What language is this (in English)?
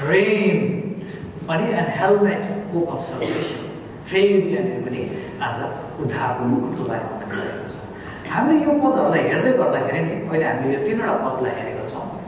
Nepali